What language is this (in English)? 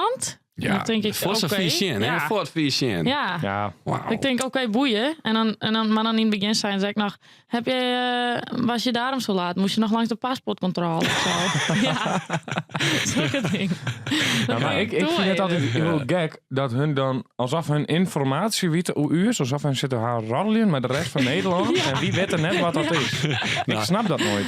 Western Frisian